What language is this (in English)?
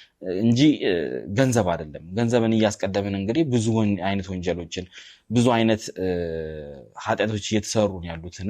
Amharic